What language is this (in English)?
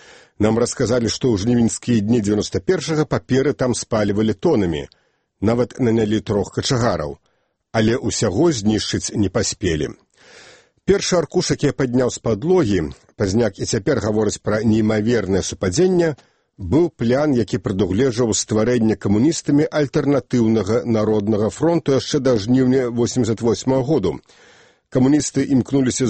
Belarusian